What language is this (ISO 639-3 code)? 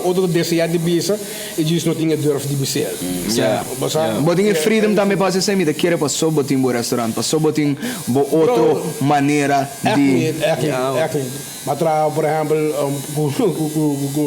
pap